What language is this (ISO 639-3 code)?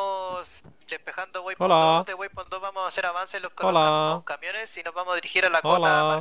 spa